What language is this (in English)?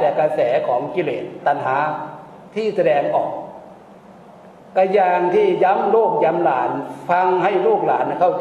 Thai